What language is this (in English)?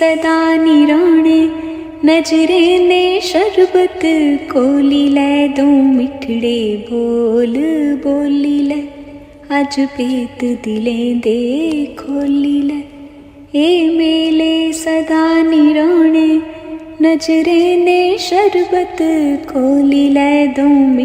Dogri